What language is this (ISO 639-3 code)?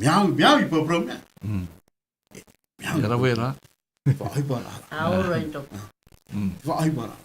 tah